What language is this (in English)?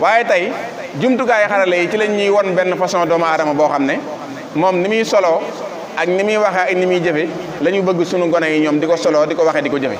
Wolof